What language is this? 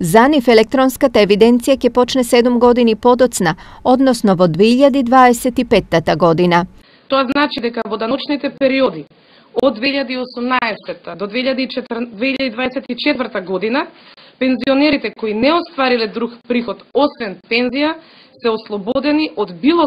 Macedonian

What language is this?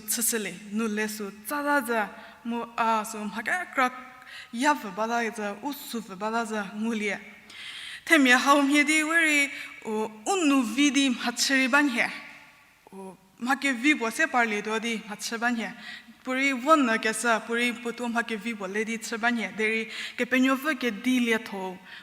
Angami Naga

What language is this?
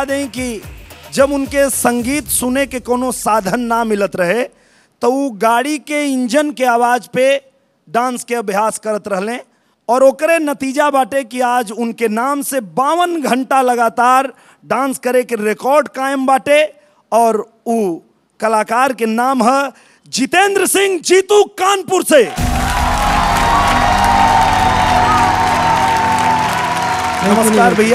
Bhojpuri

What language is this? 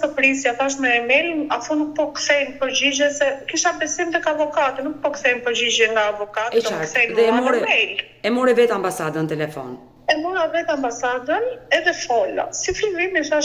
Albanian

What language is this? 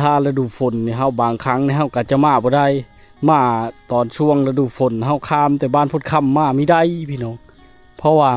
Lao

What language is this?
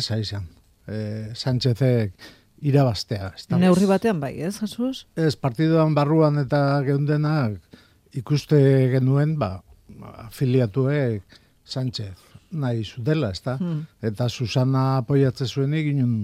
Basque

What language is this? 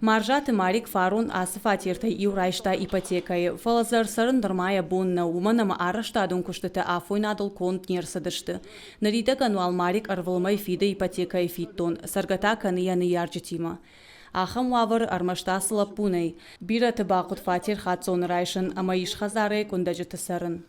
Ossetic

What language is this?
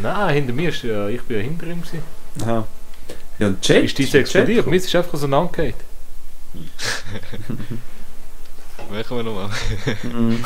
Swiss German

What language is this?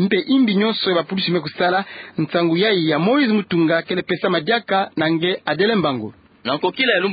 Kituba (Democratic Republic of Congo)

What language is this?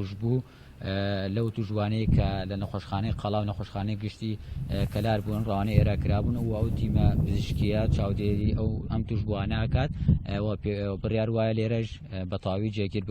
Central Kurdish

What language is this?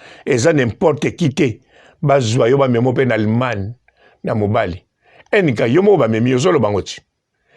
Lingala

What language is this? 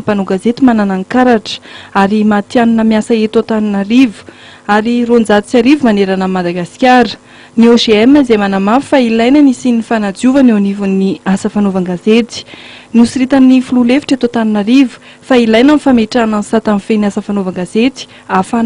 Malagasy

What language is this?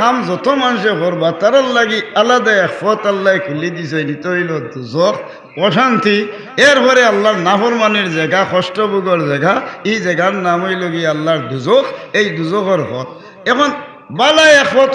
Sylheti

